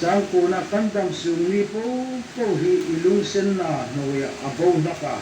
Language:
Hmar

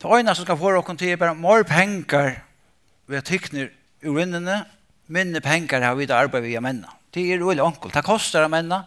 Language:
Faroese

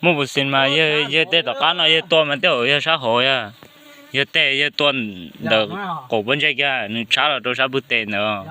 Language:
Hmong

